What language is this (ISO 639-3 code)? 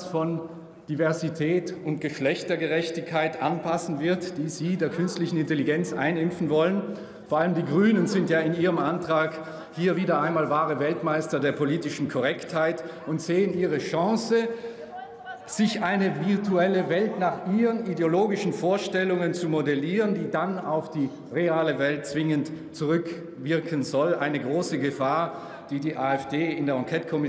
deu